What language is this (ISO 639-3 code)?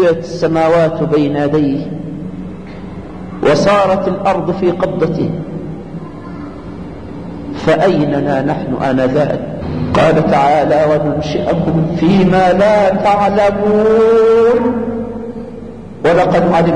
ara